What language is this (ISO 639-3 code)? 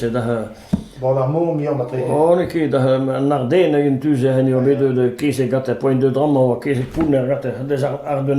bre